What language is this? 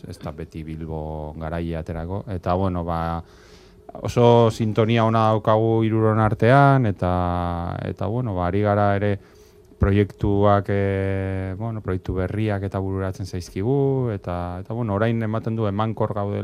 Basque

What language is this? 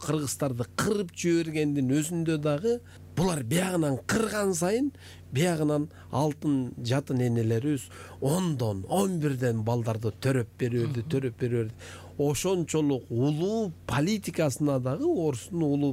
Kyrgyz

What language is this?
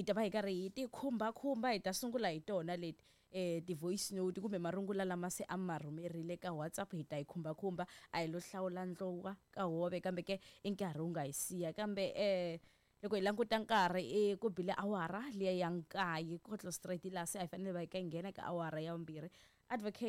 Tsonga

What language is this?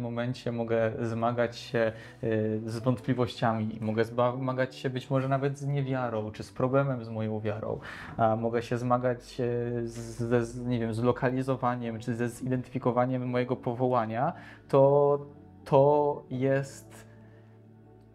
Polish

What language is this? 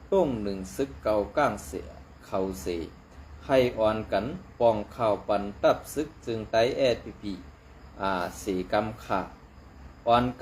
Shan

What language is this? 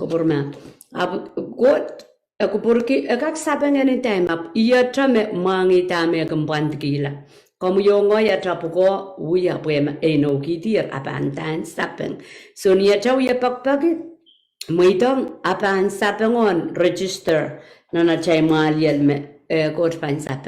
Pohnpeian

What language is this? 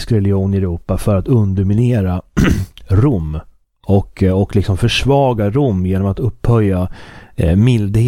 Swedish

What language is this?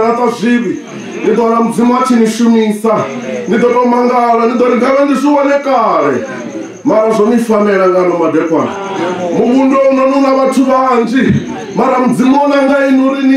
Venda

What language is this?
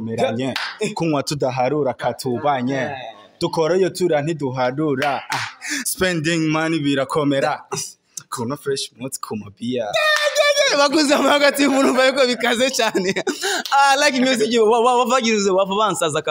Rundi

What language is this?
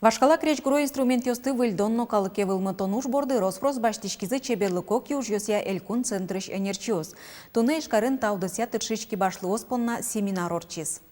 Udmurt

